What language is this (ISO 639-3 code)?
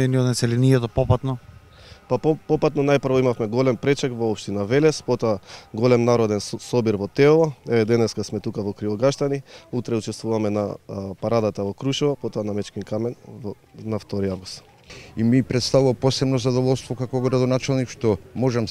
mkd